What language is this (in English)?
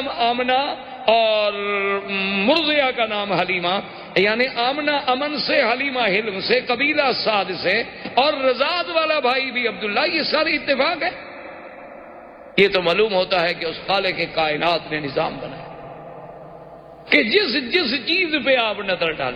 Urdu